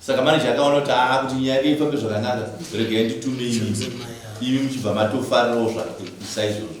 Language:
Shona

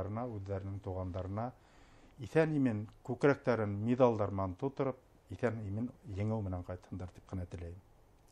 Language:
Bashkir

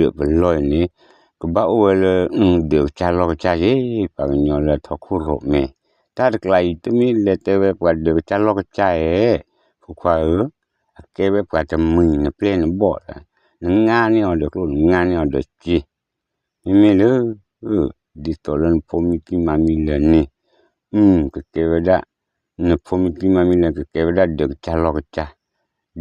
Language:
S'gaw Karen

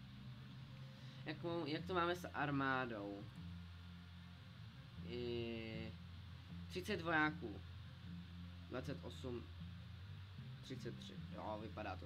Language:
Czech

